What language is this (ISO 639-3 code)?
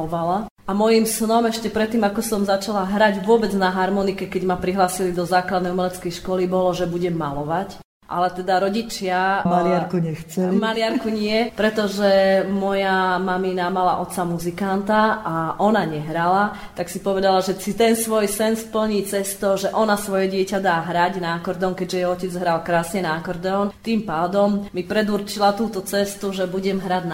slk